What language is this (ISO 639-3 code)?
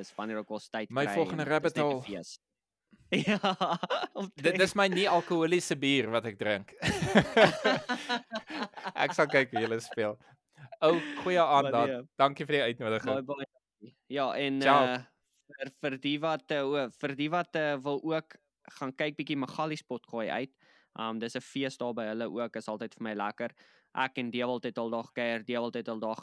afr